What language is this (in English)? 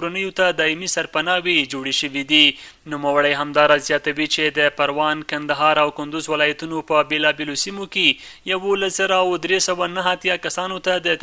Pashto